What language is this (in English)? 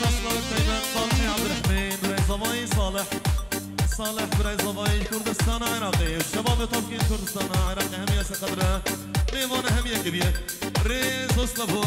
Kurdish